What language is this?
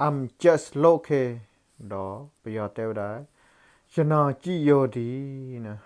S'gaw Karen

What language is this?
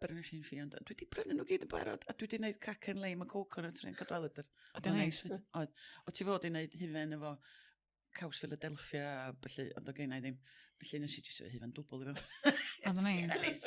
Welsh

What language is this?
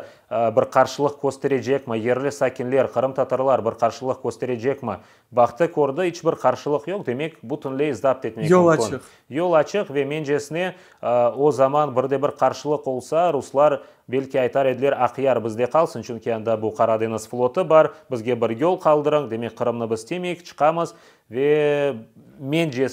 Crimean Tatar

